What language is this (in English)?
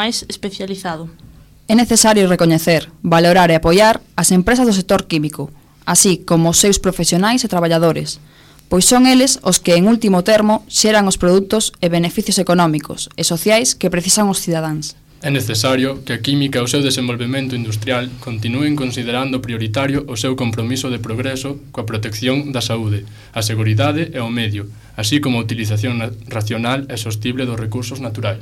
Galician